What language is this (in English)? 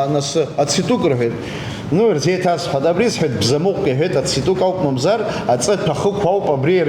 Abkhazian